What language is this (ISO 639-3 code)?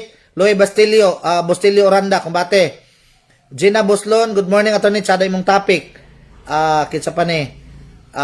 ceb